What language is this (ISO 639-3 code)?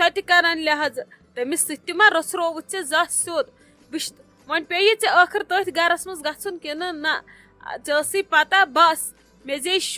kas